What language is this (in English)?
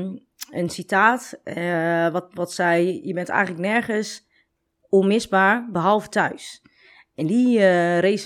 Dutch